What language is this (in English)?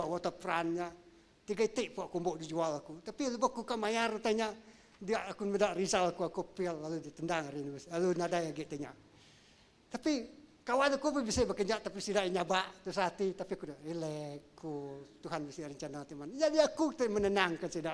Iban